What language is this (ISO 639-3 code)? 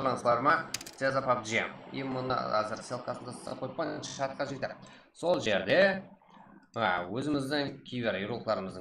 kaa